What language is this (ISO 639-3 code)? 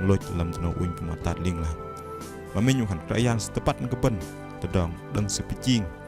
bdq